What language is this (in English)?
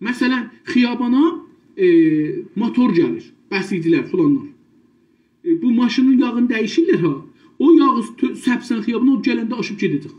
South Azerbaijani